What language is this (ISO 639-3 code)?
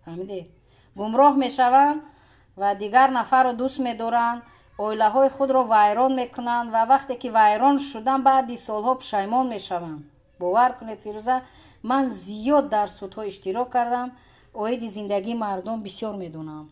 tgk